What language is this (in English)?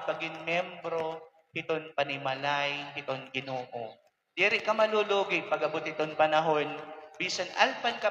Waray